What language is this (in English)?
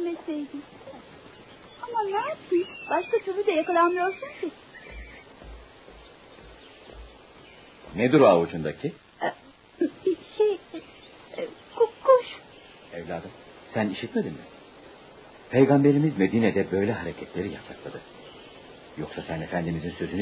Turkish